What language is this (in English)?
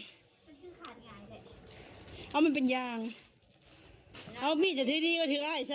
Lao